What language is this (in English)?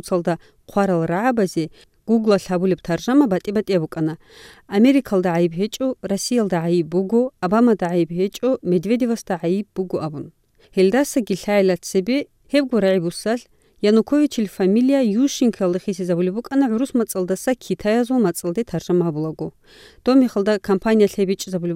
Avaric